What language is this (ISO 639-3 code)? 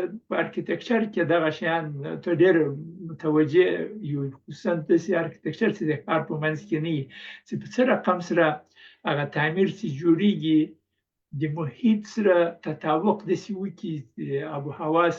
pus